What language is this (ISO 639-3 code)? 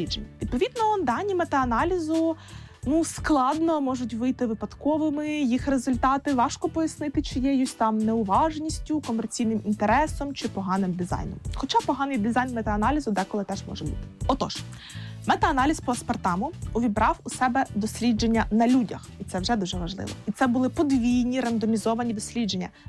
ukr